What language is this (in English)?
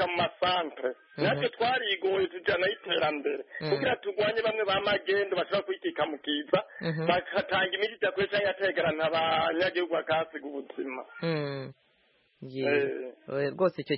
Kinyarwanda